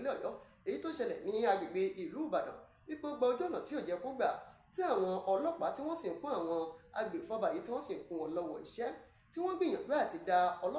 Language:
Yoruba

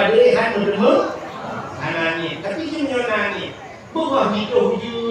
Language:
Achinese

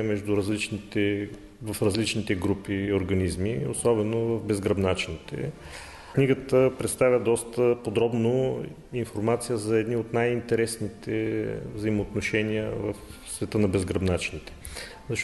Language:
Bulgarian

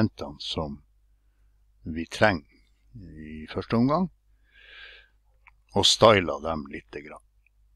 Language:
Norwegian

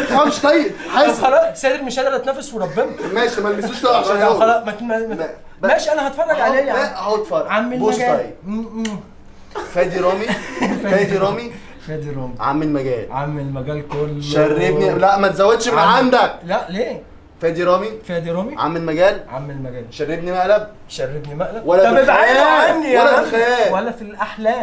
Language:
Egyptian Arabic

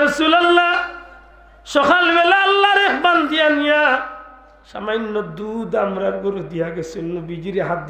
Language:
Sylheti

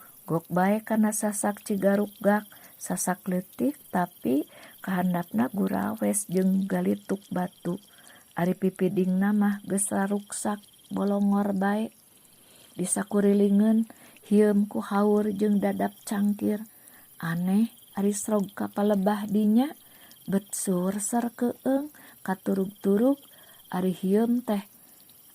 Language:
Sundanese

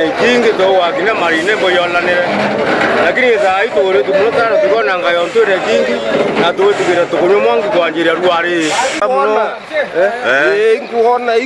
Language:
Meru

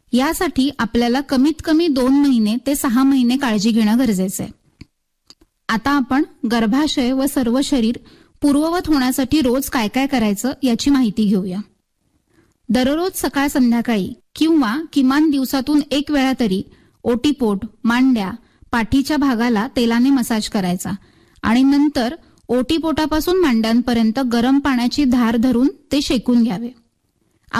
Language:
Marathi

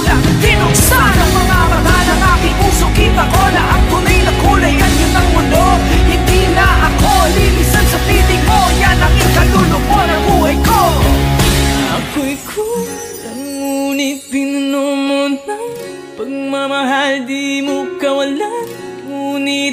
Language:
Filipino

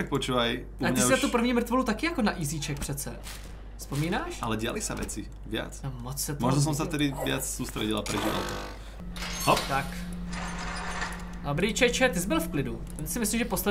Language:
Czech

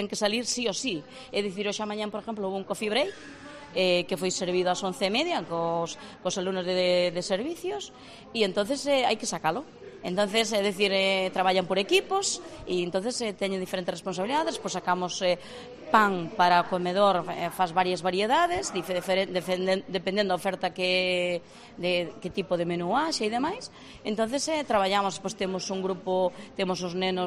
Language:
Galician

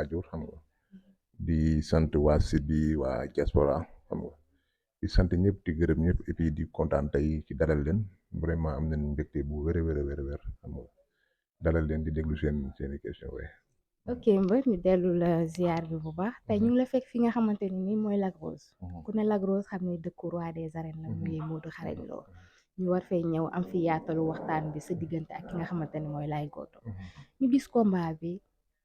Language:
Wolof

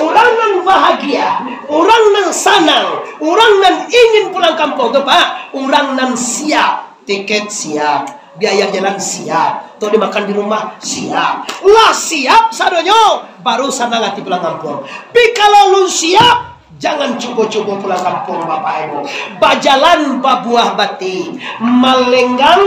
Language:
Minangkabau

